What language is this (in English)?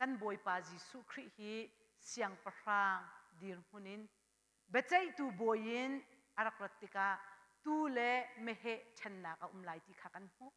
Hakha Chin